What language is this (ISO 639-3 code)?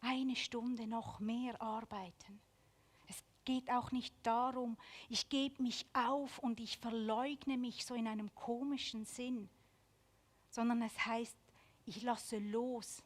gsw